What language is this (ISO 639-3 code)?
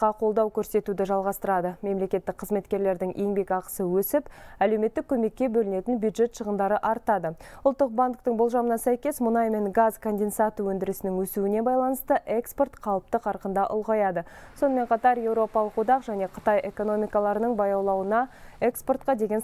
kaz